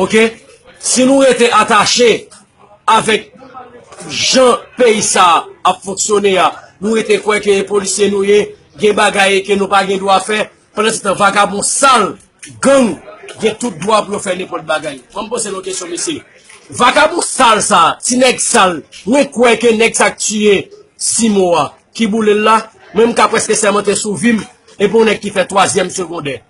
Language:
Haitian Creole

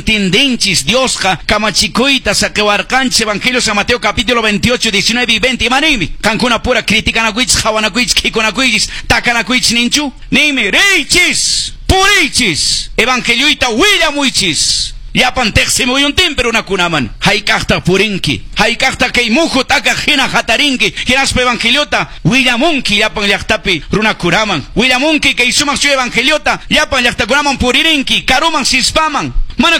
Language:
Quechua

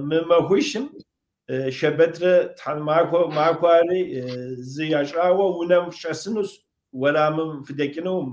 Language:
Kabardian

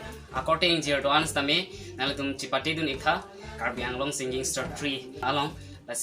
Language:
Karbi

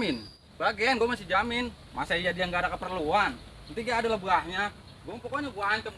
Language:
Betawi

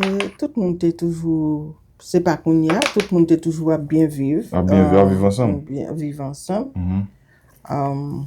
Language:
Haitian Creole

